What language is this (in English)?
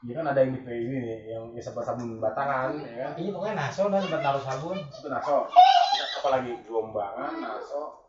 Betawi